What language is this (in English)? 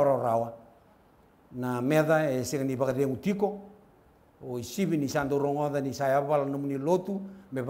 Fijian